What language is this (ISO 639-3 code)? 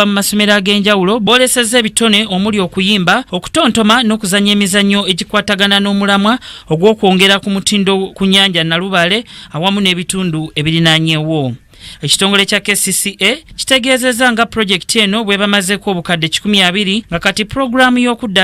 lug